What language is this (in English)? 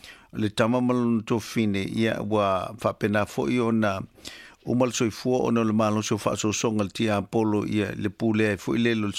Samoan